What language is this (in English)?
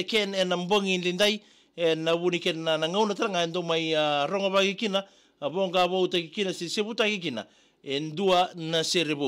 Fijian